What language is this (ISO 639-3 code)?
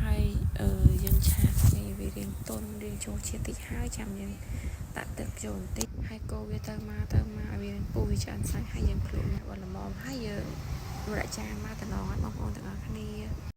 khm